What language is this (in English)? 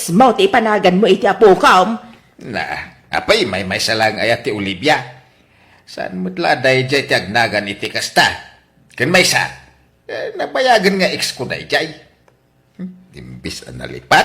Iloko